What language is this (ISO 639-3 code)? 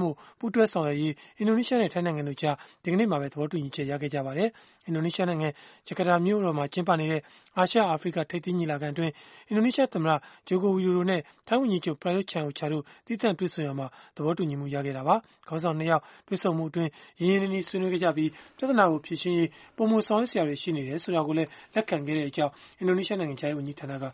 mya